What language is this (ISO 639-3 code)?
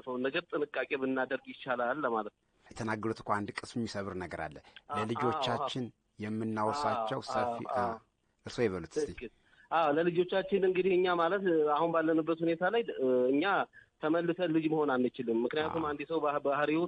amh